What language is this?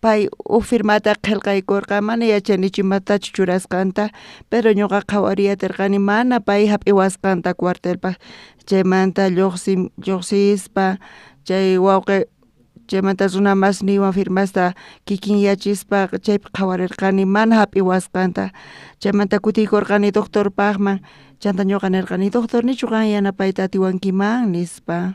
South Bolivian Quechua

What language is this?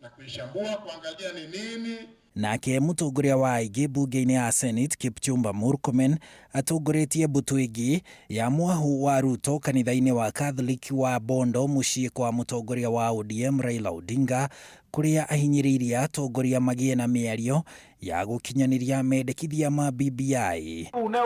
Kikuyu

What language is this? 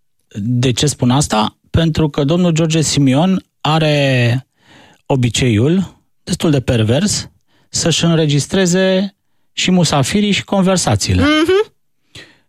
Romanian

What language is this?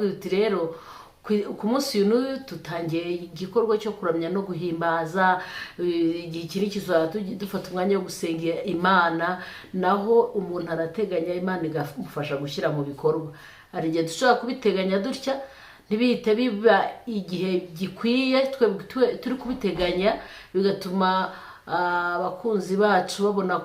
Kinyarwanda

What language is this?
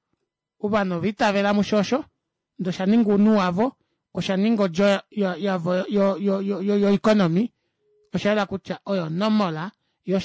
Kuanyama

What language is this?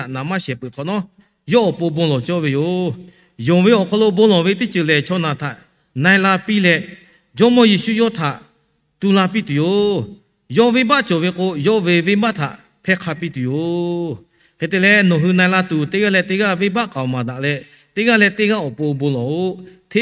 Lahu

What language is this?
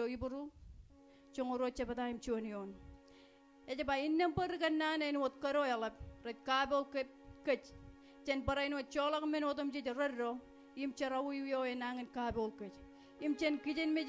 Marshallese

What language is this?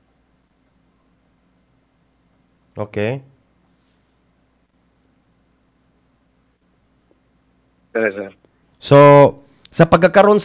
Filipino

